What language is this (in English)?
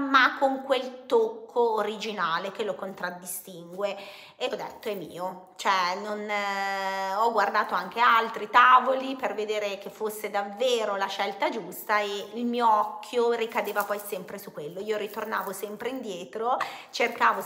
Italian